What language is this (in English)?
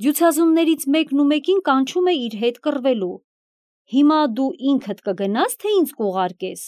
Armenian